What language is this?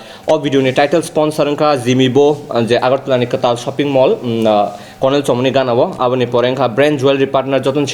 Kok Borok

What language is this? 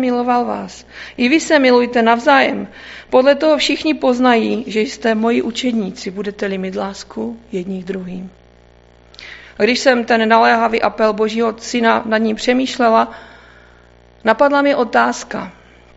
Czech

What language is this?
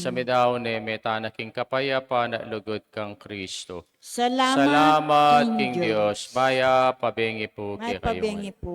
Pampanga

